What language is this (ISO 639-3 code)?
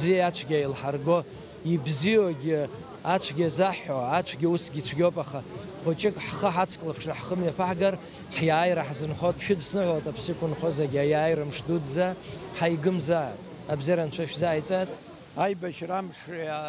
abk